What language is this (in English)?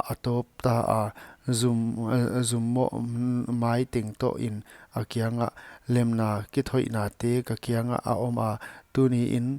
Paite Chin